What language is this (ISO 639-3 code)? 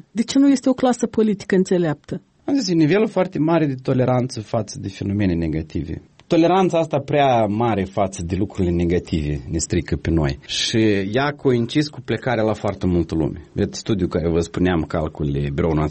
ron